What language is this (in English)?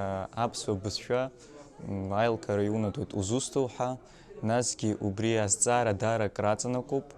Abkhazian